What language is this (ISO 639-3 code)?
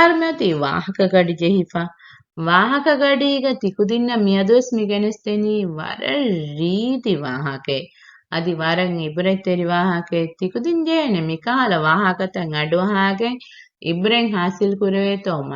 div